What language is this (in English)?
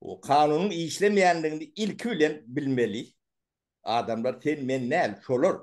Turkmen